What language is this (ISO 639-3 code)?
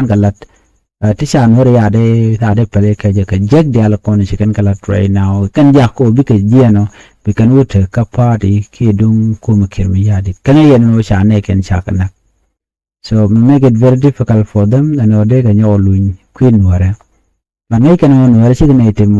nus